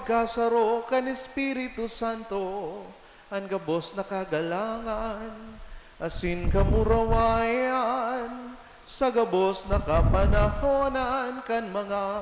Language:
Bikol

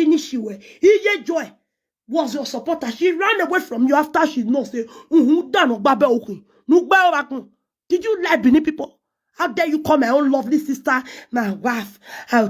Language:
Nigerian Pidgin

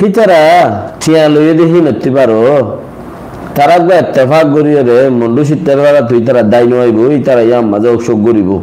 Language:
Rohingya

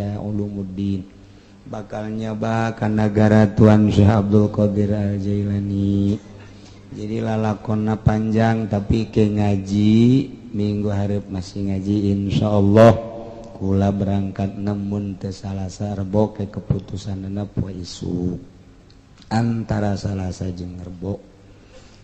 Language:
Sundanese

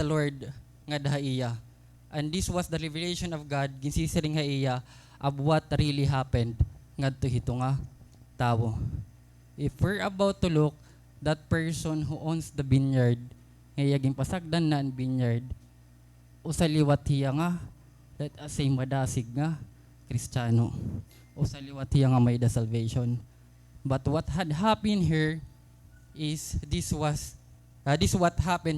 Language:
Waray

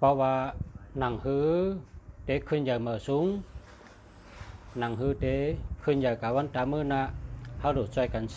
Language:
Shan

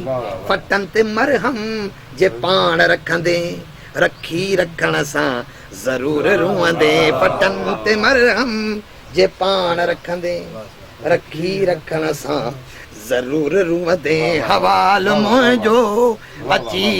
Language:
Sindhi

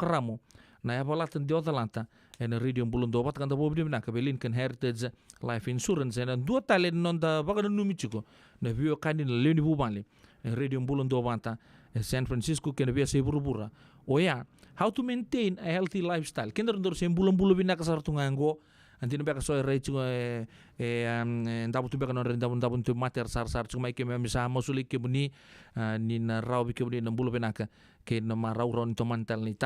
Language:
Fijian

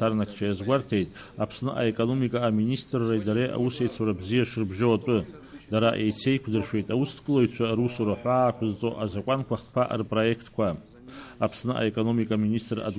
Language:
Abkhazian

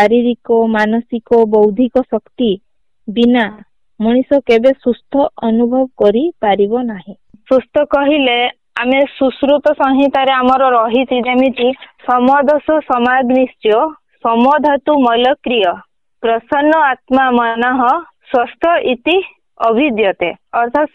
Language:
Odia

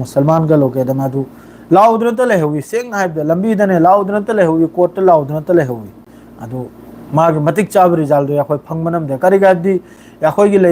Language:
Manipuri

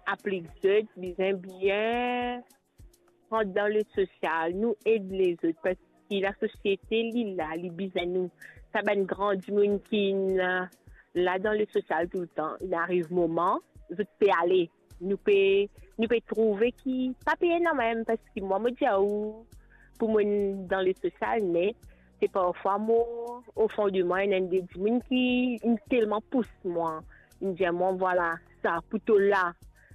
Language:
Morisyen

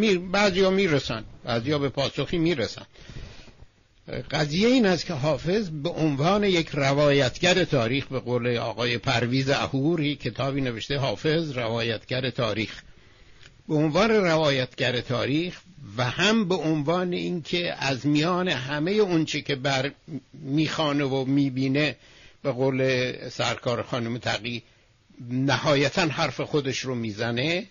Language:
Persian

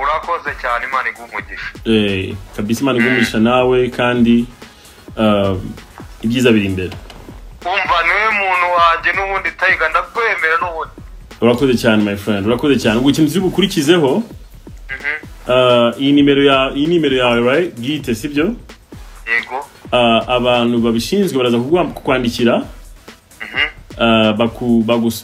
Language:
Kinyarwanda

